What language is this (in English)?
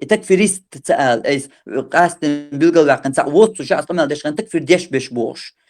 Chechen